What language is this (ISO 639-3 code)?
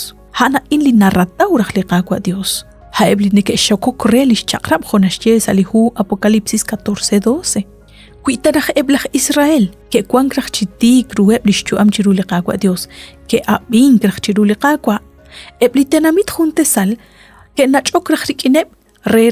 kek